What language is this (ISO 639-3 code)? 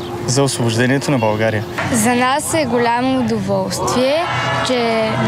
bul